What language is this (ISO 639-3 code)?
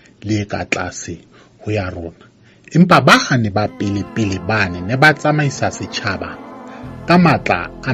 sot